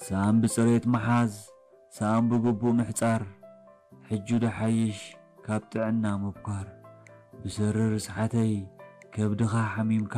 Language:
Tigrinya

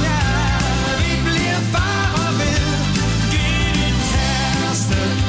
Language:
Danish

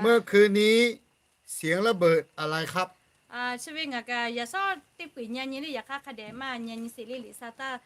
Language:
Lahu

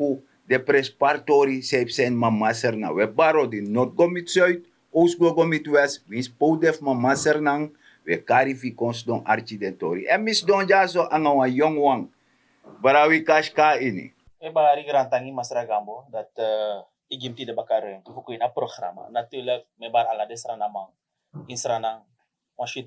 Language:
Sranan Tongo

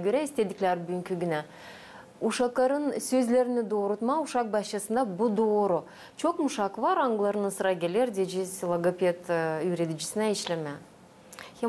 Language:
Gagauz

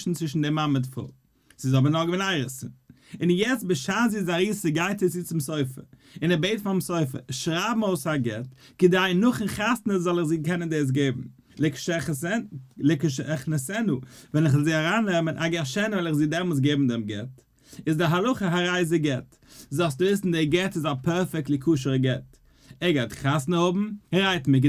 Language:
Yiddish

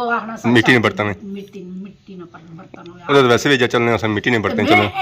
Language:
Pahari-Potwari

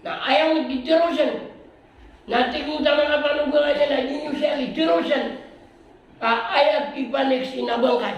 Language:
Maranao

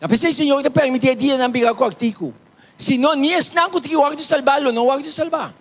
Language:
Papiamento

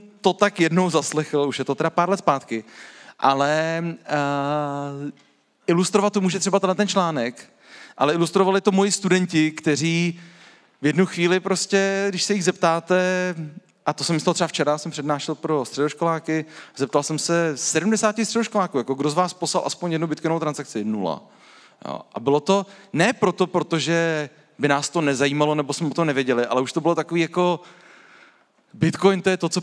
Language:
Czech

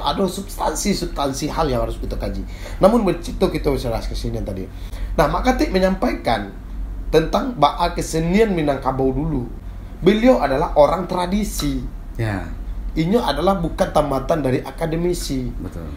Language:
Minangkabau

